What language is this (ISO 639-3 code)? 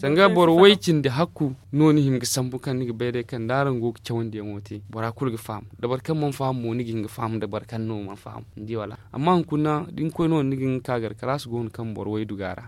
dje